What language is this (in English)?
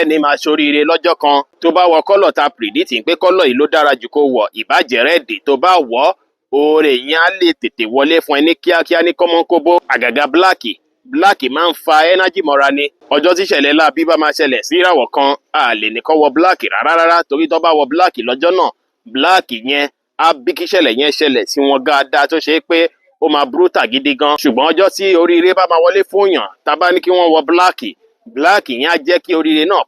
Yoruba